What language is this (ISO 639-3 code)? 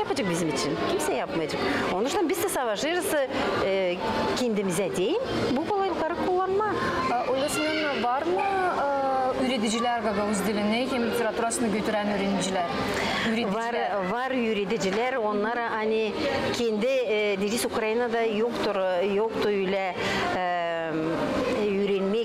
gag